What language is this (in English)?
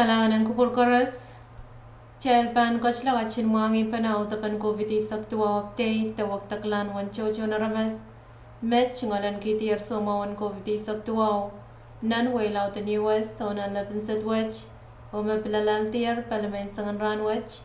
Pohnpeian